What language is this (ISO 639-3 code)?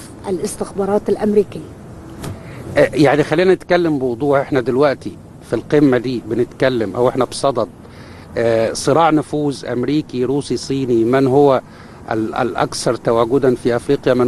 arz